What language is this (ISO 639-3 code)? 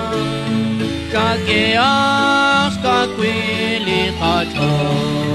kek